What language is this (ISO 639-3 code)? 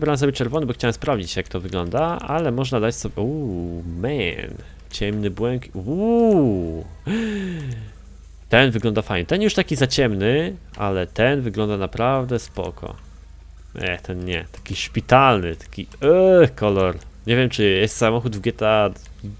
pol